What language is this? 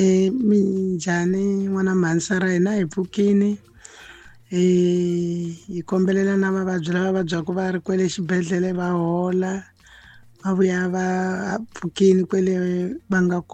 Tsonga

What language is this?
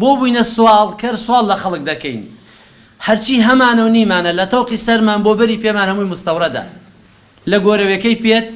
Central Kurdish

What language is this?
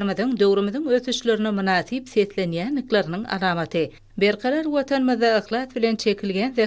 Turkmen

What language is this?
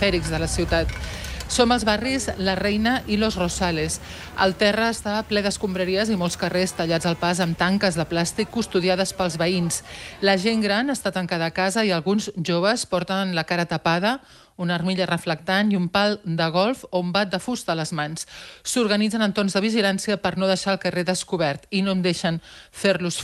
Catalan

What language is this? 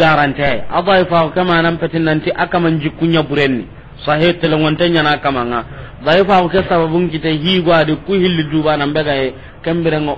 Soninke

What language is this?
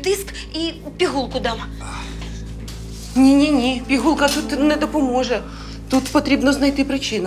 Ukrainian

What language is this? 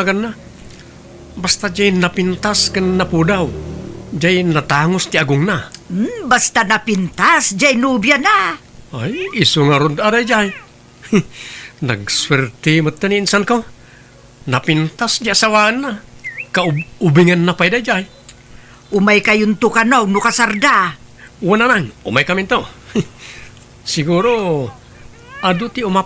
Iloko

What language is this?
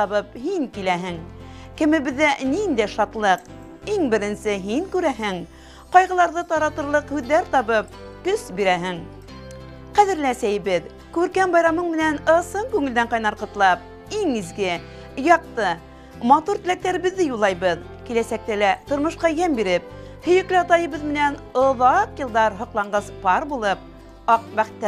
Bashkir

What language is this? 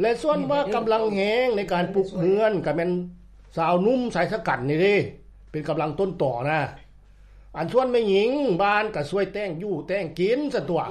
Lao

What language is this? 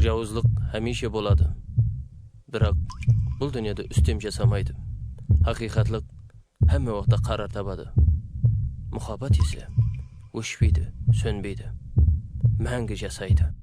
Kara-Kalpak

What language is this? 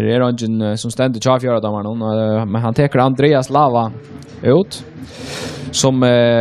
Faroese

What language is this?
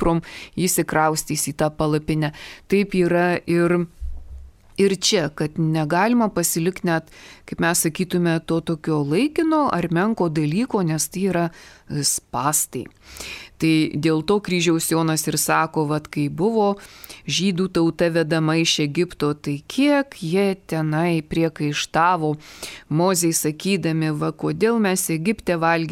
Lithuanian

